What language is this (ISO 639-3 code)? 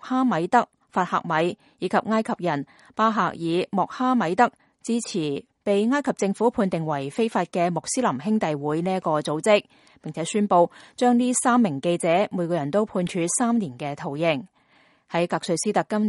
yue